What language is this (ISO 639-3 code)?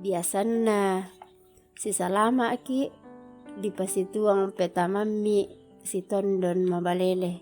sda